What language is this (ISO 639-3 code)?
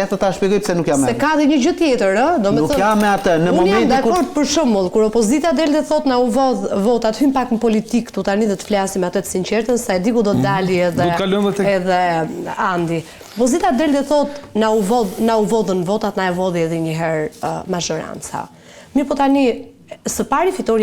sqi